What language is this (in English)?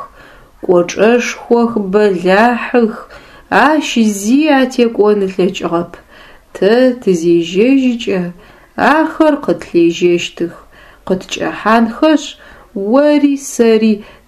Adyghe